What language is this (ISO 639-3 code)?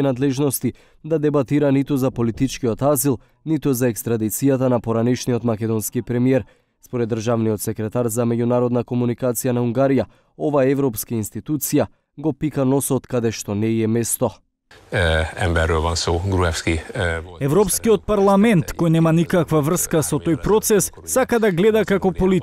mkd